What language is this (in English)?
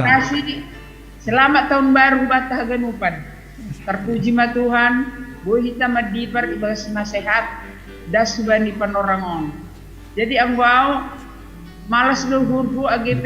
Batak Simalungun